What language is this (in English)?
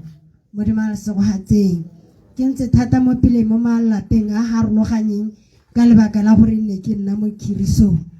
Tswana